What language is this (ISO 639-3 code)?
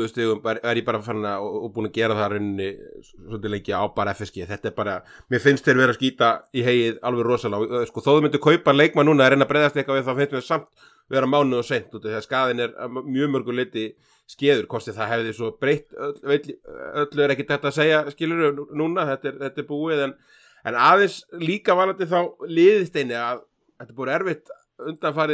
isl